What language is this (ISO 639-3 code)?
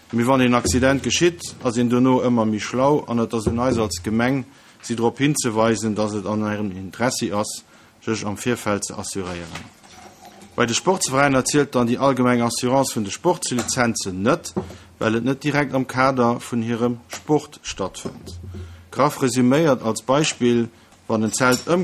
ltz